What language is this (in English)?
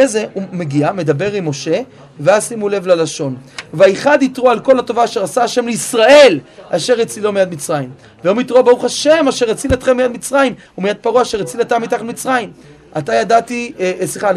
Hebrew